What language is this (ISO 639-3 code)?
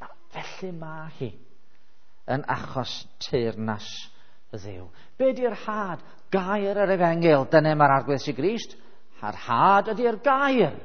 cym